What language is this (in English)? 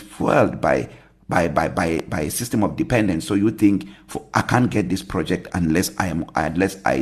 English